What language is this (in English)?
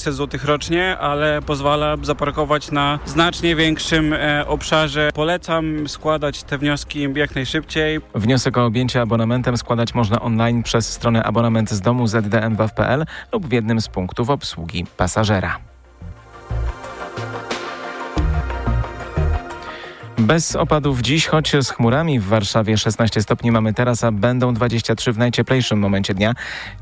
Polish